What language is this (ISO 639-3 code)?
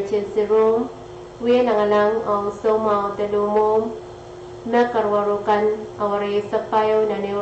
pon